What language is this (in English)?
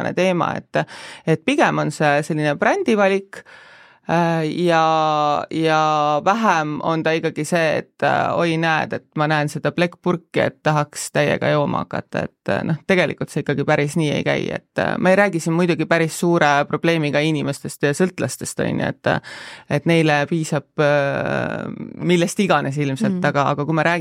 Estonian